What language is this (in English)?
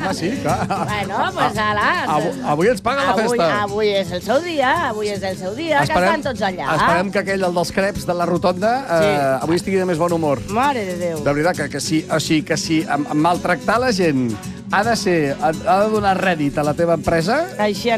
Catalan